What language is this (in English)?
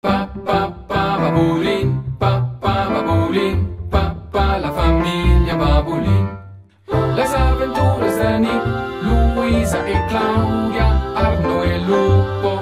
Romansh